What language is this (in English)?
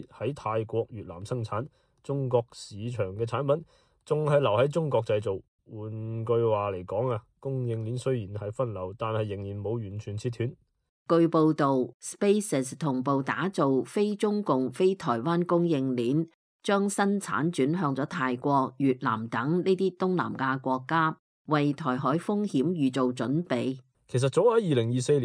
Cantonese